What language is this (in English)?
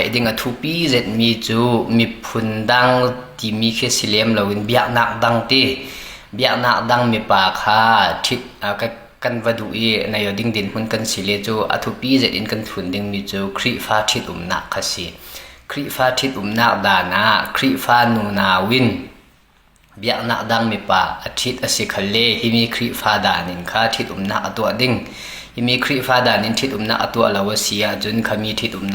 Falam Chin